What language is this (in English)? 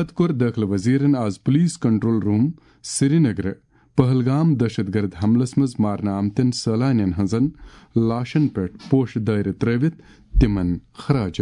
Kashmiri